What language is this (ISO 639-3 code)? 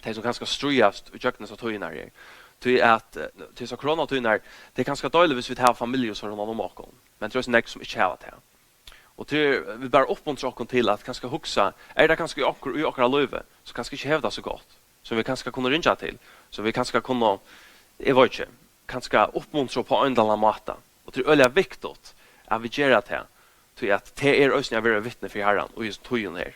fao